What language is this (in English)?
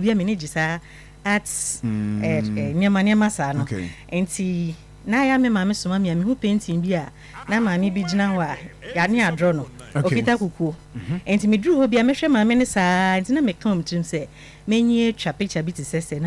Akan